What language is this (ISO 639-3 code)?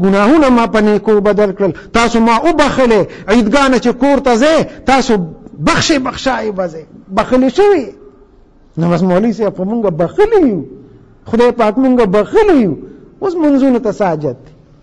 pus